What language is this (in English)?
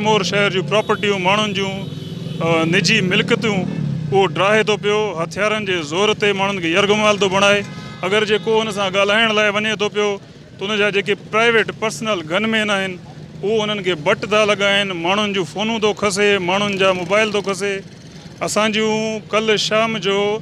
Sindhi